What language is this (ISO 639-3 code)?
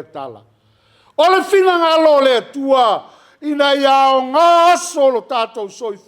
smo